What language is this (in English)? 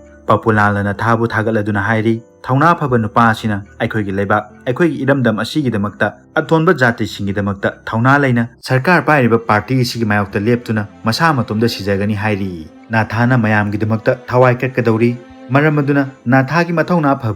Manipuri